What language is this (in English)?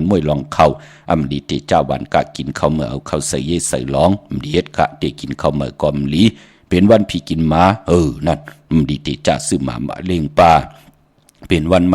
Shan